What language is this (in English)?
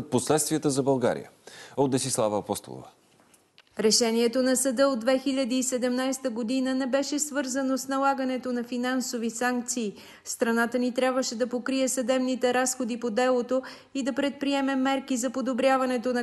Bulgarian